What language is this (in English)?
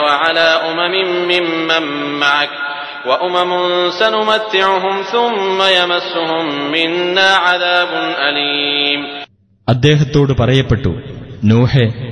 Malayalam